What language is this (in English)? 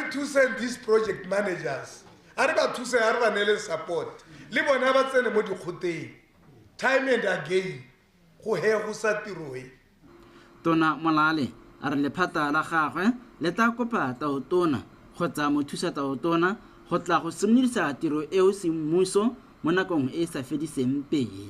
Tswana